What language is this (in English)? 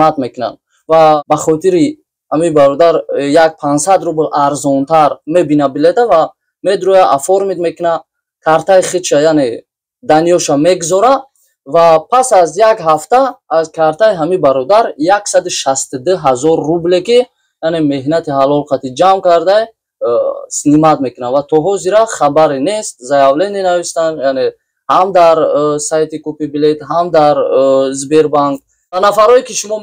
Tajik